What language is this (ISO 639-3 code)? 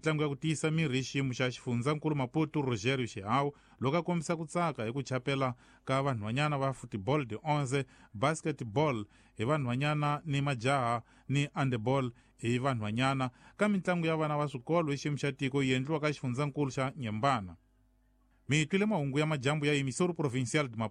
tso